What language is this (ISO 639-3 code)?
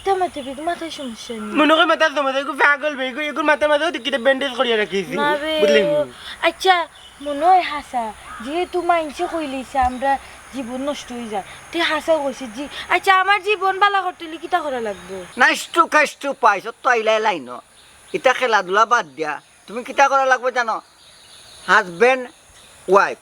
syl